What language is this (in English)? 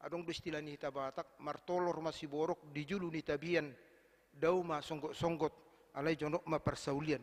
Batak Toba